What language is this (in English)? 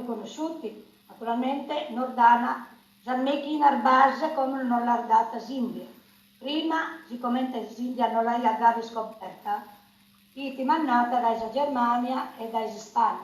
Sardinian